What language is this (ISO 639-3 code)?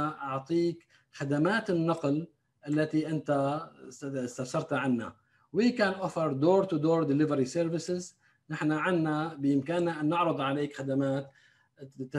ara